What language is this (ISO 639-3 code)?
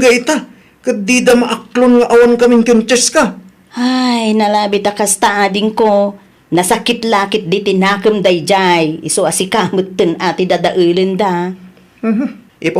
ilo